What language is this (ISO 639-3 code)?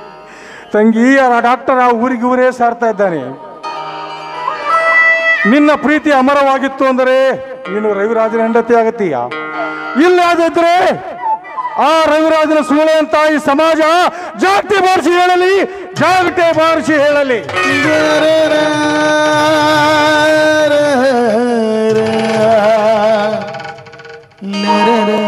kan